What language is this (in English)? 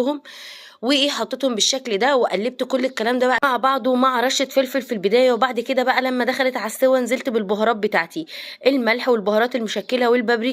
Egyptian Arabic